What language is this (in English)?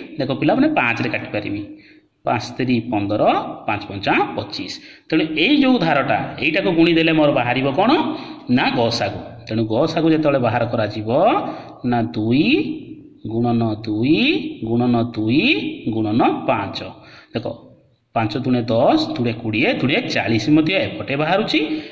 Odia